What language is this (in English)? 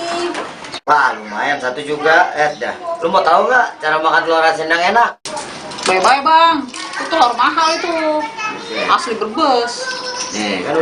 Betawi